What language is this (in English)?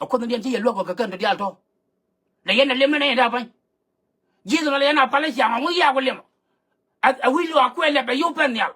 Nuer